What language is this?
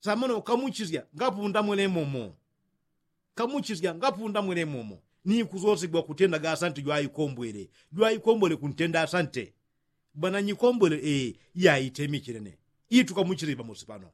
Yao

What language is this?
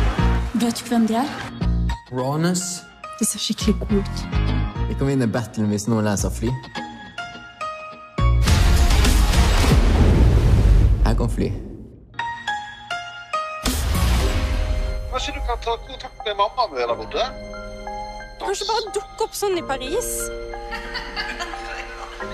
Norwegian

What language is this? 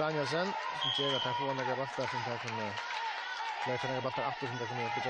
Faroese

